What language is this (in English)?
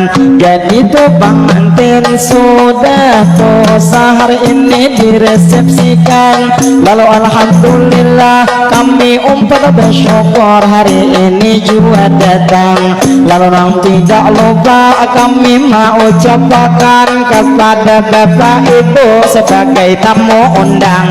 Banjar